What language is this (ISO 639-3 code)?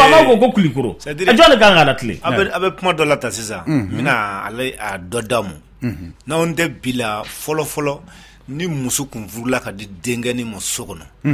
bam